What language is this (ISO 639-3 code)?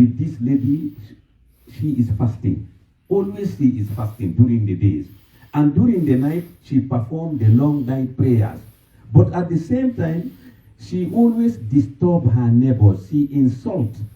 fuf